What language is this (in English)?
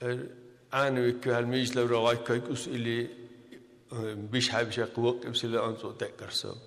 Dargwa